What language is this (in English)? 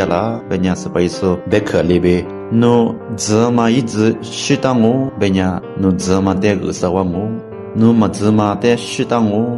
Lisu